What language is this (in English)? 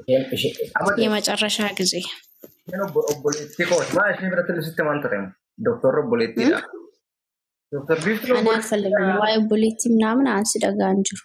Oromo